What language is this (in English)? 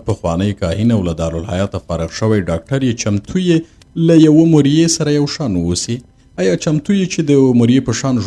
Pashto